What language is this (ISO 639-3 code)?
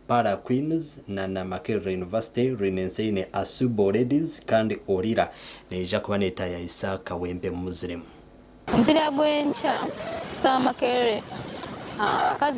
nyn